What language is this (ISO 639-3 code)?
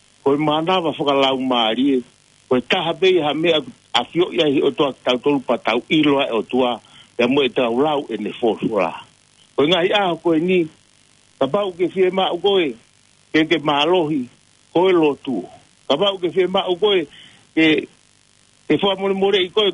ton